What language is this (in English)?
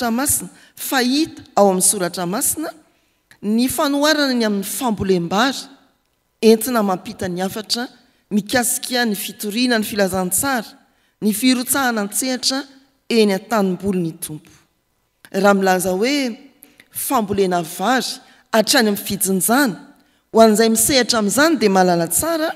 Malagasy